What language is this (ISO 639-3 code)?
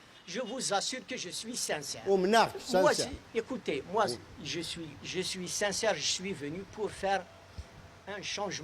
kab